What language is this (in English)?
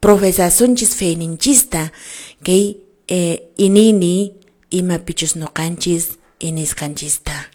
Quechua